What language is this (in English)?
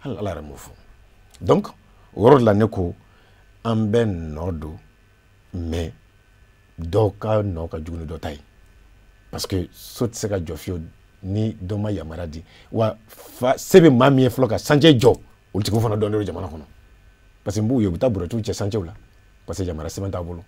Bambara